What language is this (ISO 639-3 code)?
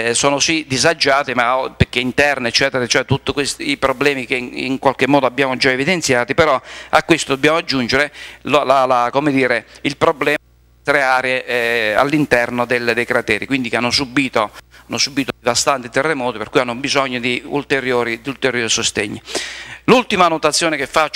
ita